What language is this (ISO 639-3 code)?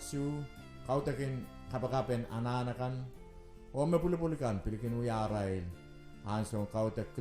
pon